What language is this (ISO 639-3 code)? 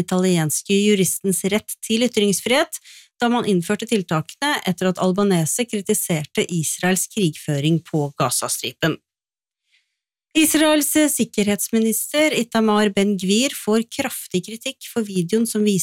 nor